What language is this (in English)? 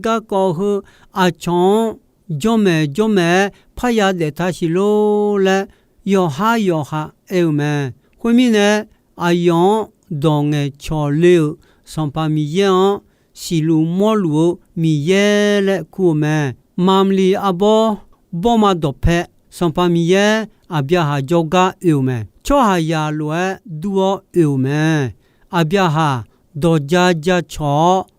Akha